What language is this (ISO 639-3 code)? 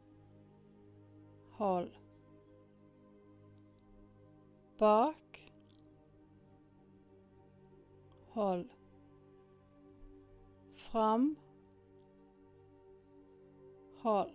nor